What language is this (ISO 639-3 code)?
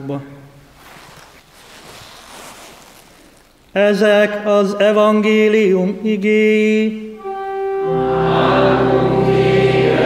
hun